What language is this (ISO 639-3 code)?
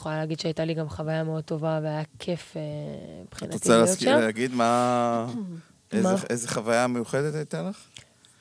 heb